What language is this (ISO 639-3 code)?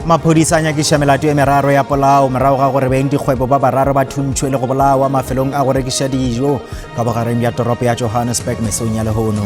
nso